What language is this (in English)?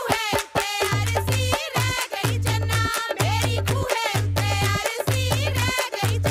Punjabi